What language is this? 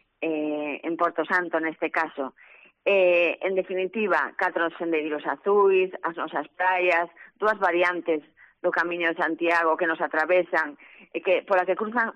Galician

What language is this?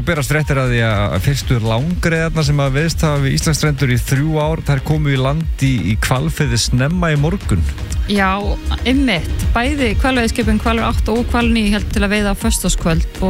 Icelandic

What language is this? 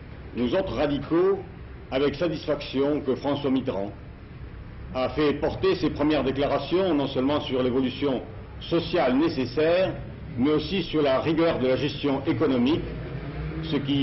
French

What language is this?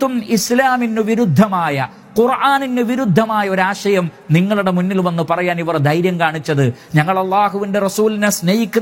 Malayalam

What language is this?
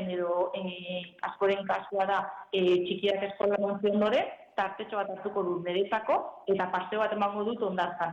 Basque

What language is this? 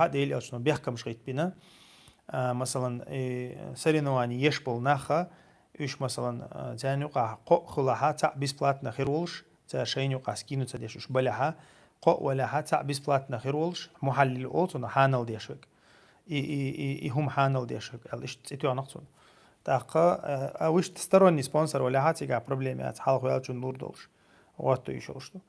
Chechen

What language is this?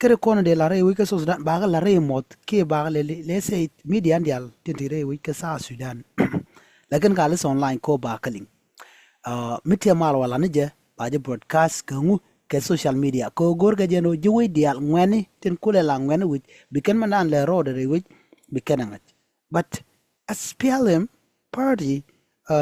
Nuer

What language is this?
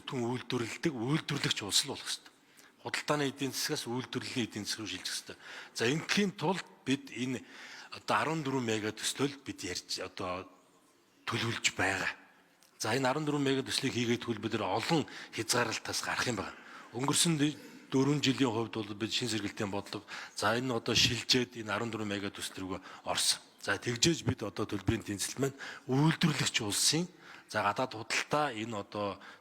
Mongolian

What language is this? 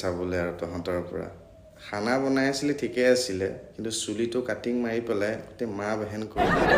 Assamese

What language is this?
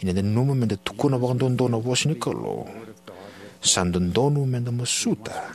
Fijian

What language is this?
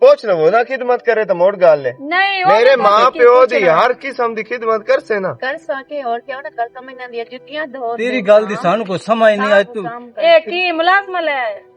Western Panjabi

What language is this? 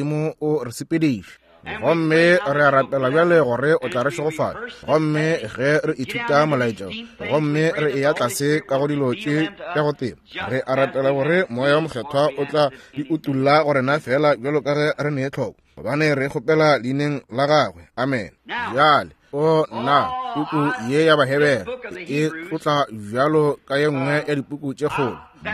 Northern Sotho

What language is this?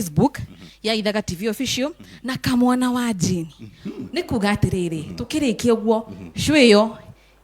Kikuyu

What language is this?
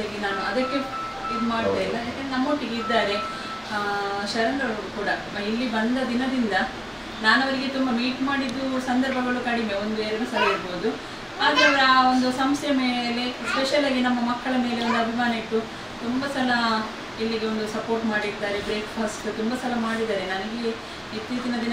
Kannada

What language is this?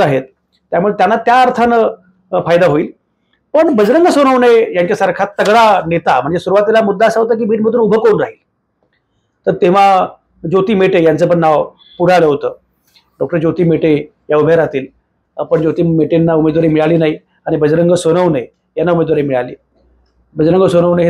Marathi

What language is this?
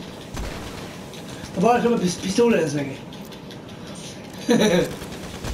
Swedish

